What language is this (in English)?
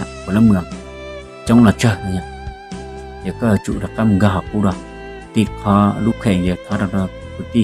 Hmong